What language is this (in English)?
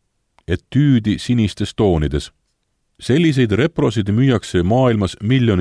Estonian